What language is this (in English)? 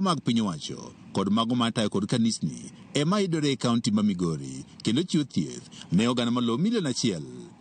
Luo (Kenya and Tanzania)